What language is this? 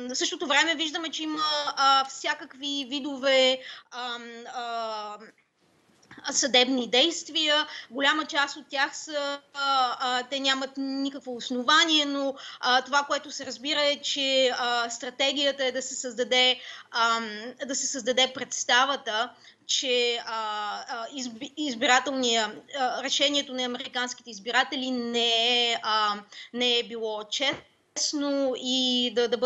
Bulgarian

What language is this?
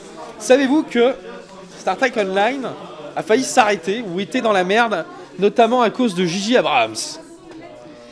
French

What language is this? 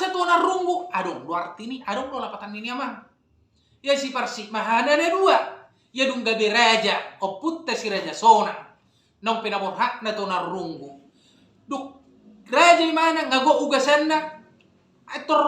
Batak Toba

